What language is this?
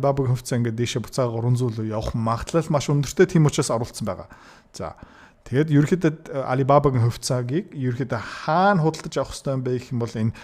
Mongolian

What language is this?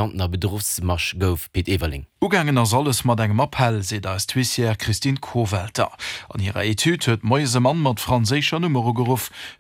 Luxembourgish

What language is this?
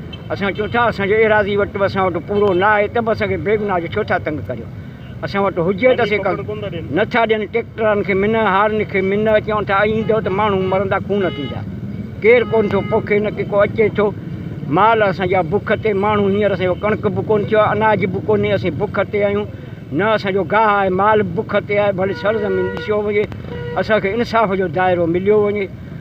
Sindhi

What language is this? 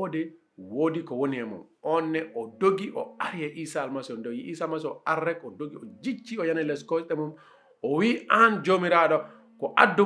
Fula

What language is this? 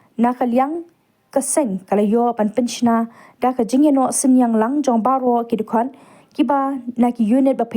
Khasi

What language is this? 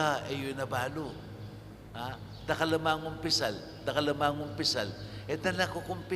Pampanga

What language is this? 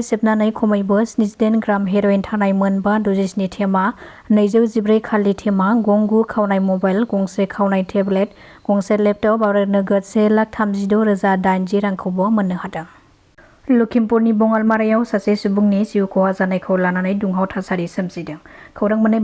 Bodo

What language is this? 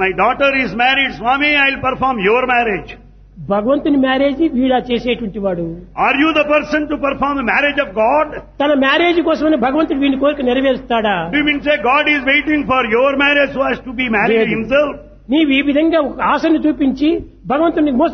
Telugu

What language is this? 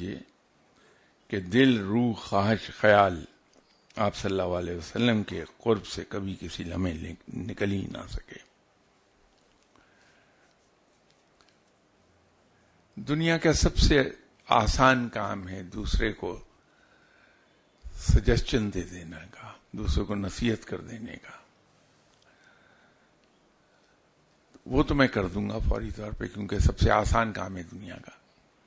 Urdu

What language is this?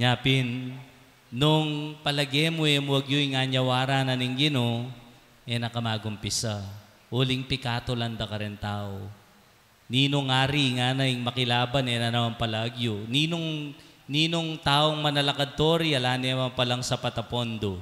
Pampanga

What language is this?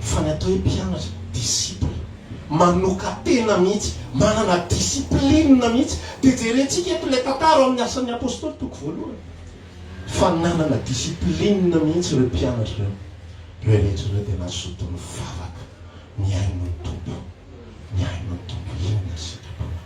Malagasy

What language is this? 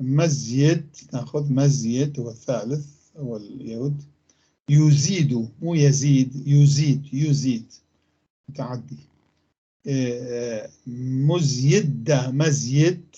North Levantine Arabic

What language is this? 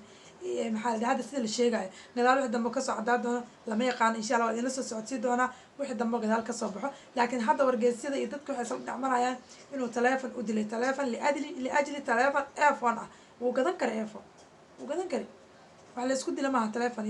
Somali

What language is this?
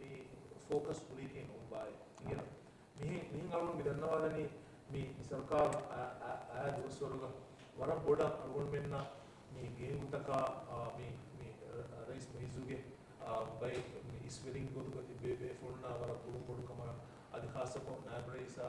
Divehi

